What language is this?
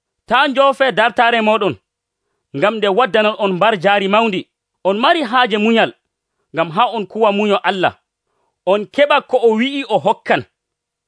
Nigerian Fulfulde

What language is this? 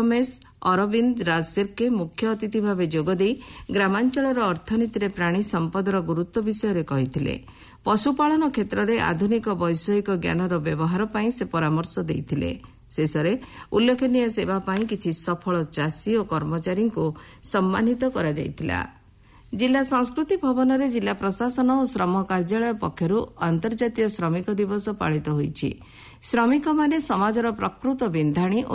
Odia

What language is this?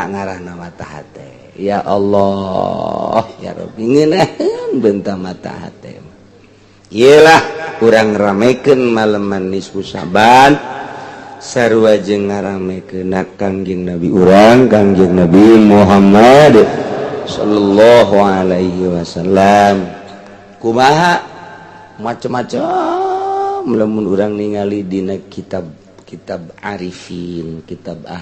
Sundanese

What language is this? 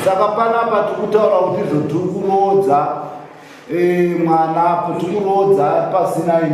Shona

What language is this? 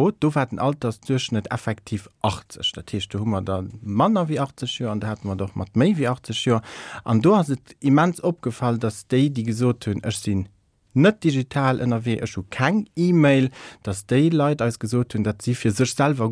Luxembourgish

